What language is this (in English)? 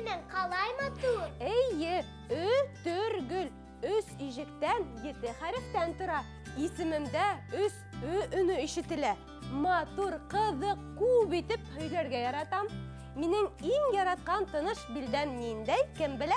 Bashkir